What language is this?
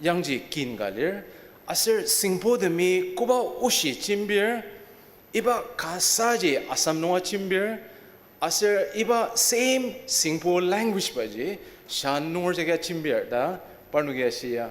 Ao Naga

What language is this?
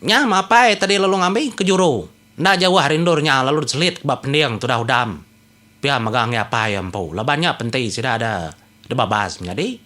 Iban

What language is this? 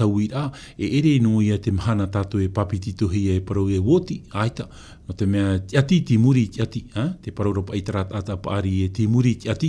Tahitian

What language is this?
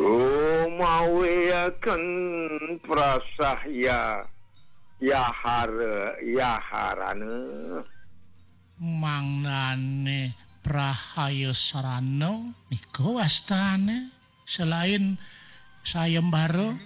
Balinese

